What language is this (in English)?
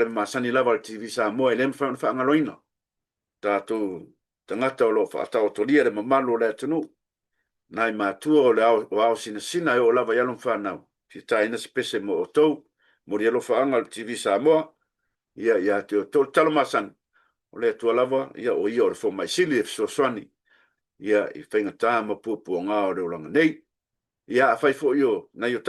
Samoan